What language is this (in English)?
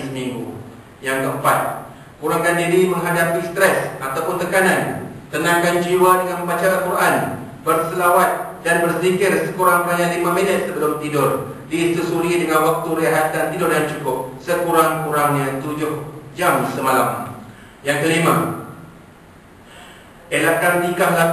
Malay